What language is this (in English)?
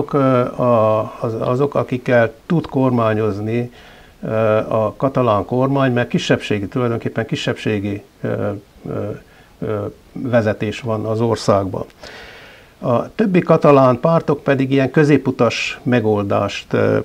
Hungarian